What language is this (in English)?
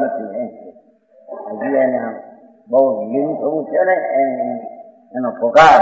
Gujarati